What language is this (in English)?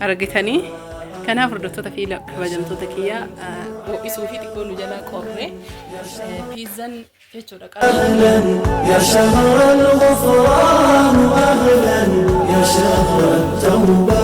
Oromo